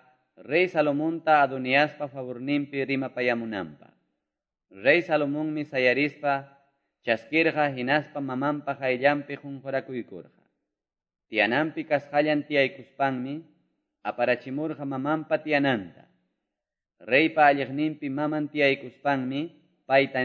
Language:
Quechua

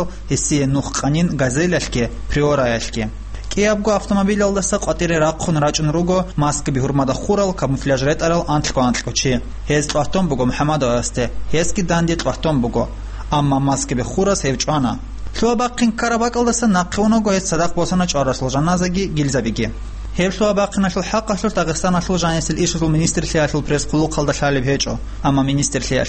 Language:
Avaric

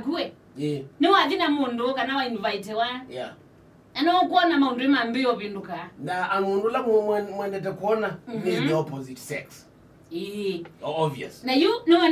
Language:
Kamba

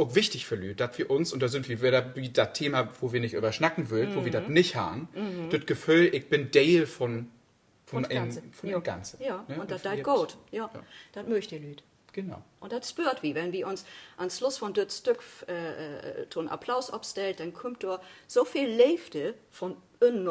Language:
Low German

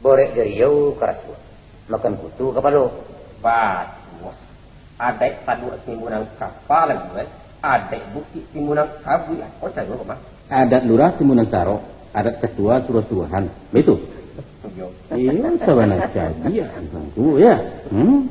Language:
Minangkabau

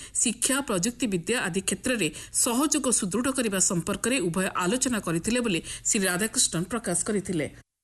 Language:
Odia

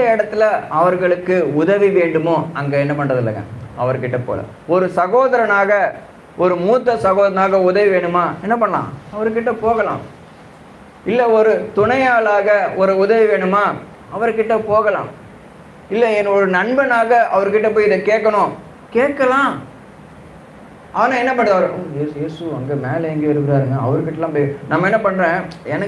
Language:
Tamil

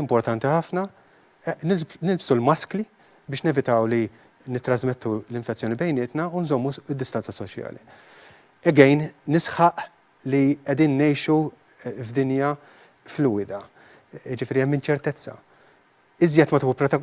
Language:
Maltese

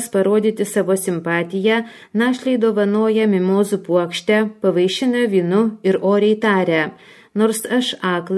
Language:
Lithuanian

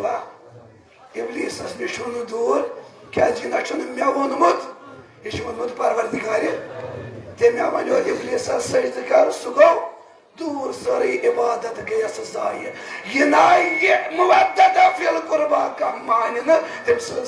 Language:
Kashmiri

